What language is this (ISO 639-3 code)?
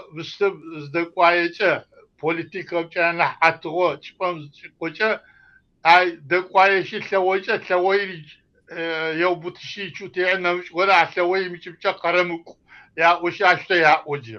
kbd